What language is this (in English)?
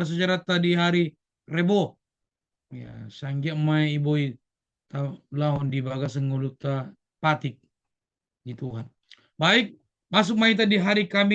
Batak Toba